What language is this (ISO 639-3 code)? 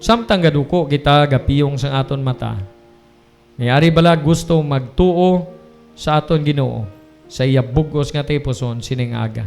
hil